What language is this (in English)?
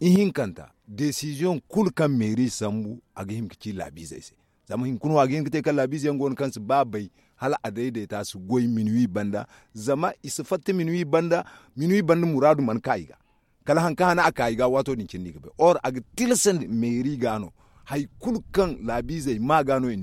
Zarma